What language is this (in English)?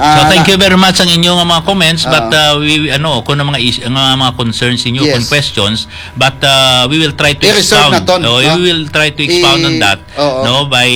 Hiligaynon